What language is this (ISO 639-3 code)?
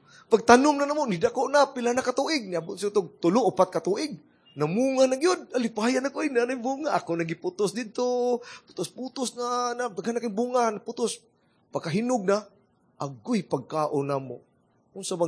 ceb